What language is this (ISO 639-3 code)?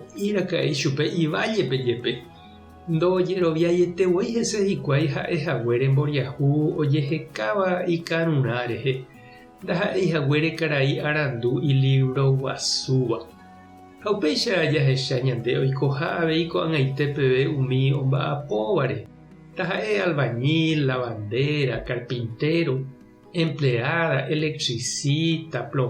grn